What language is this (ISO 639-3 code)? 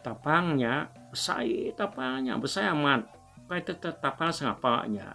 iba